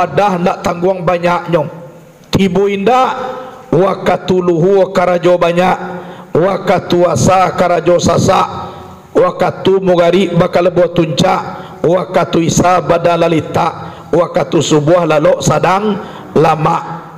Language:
Minangkabau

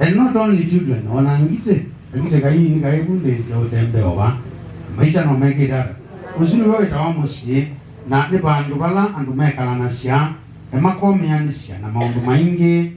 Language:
Kamba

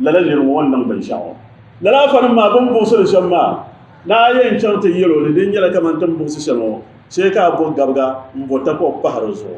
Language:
Dagbani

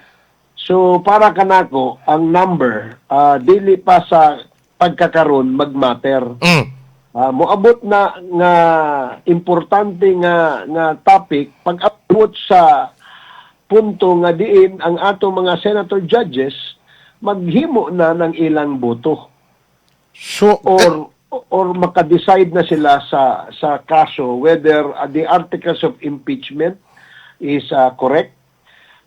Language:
Cebuano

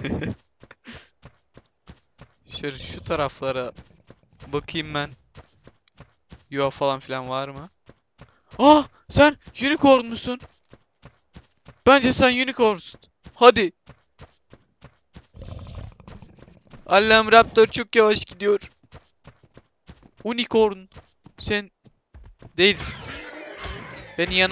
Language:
Turkish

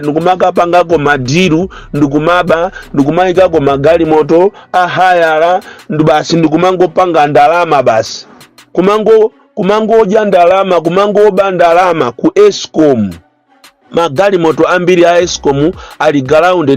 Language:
Nyanja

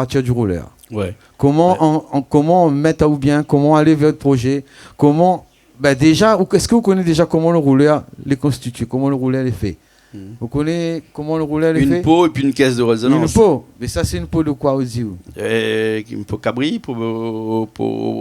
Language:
Réunion Creole French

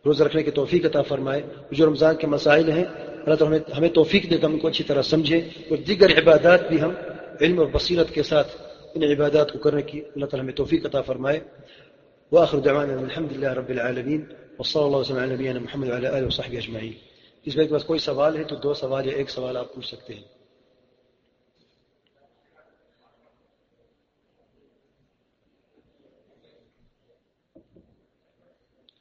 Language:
Urdu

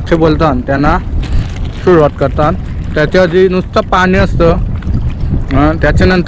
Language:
Marathi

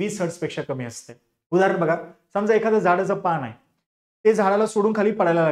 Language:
Marathi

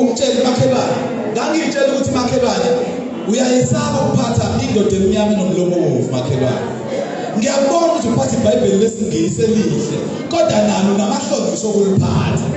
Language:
Zulu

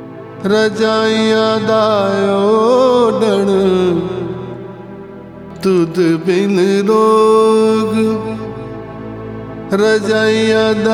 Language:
Punjabi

